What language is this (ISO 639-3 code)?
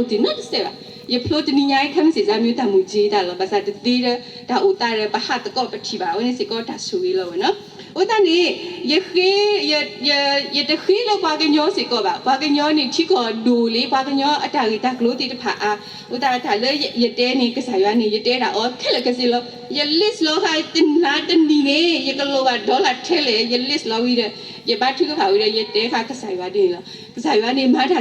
ksw